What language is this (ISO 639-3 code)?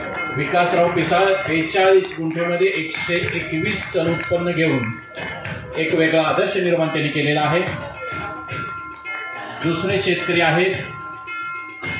mar